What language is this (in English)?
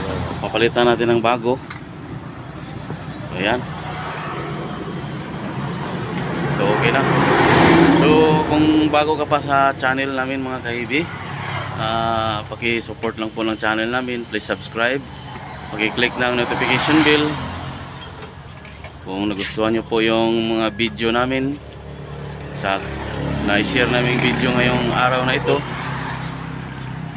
Filipino